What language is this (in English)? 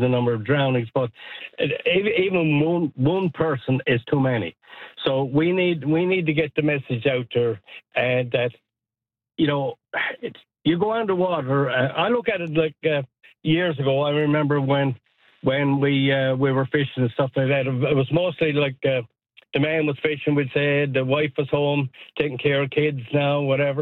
English